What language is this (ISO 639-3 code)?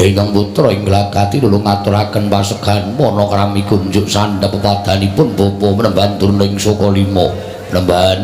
jav